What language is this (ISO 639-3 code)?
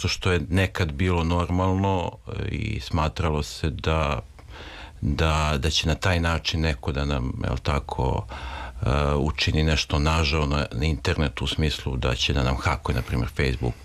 srp